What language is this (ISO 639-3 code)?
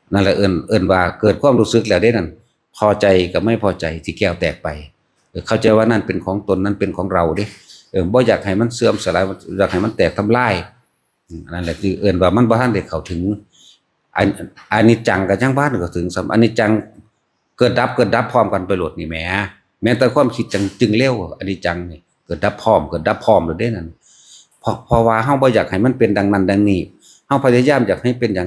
tts